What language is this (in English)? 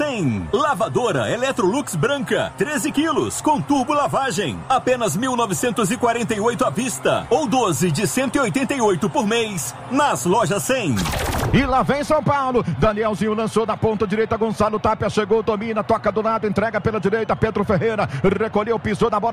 Portuguese